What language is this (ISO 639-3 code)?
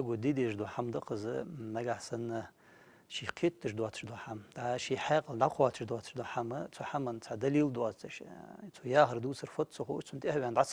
inh